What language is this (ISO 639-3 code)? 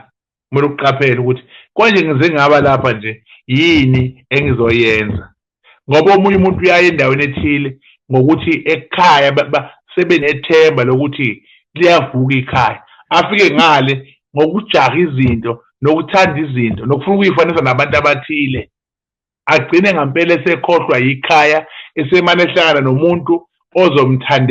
zul